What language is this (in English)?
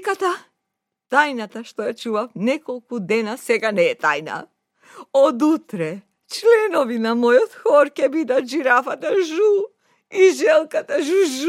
Macedonian